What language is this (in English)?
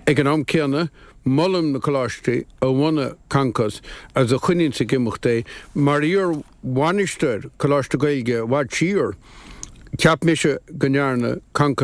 Irish